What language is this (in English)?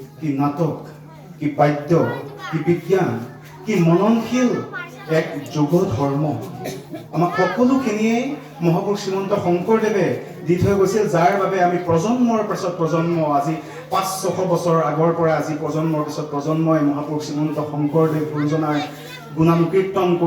Assamese